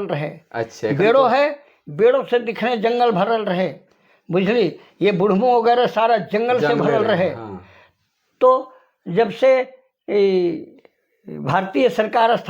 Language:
Sadri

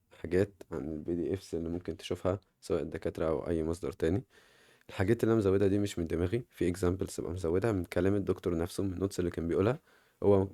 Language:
Egyptian Arabic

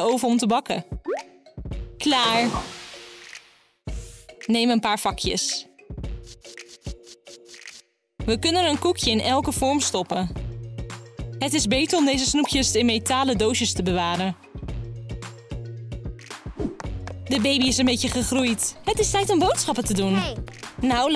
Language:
Dutch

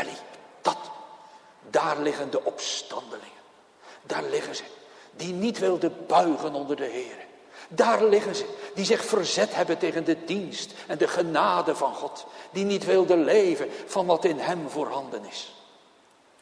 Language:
Dutch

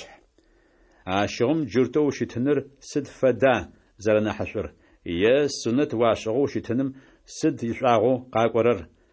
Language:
Adyghe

